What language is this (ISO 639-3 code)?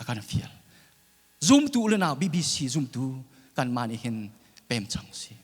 cnh